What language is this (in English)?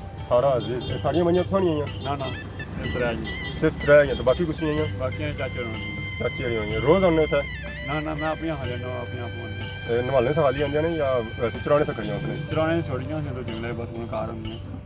Pahari-Potwari